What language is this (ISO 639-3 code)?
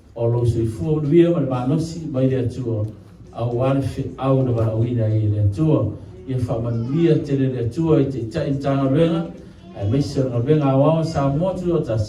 smo